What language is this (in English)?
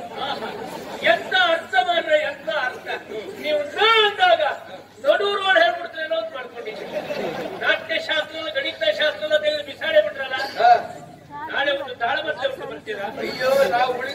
Kannada